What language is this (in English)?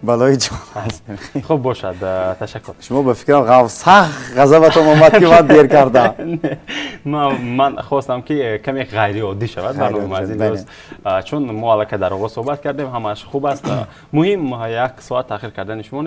Tajik